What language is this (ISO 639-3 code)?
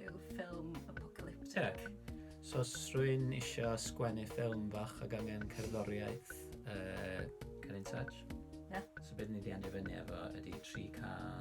cym